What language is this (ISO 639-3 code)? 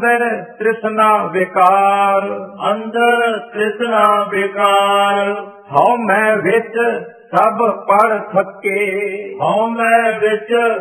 pan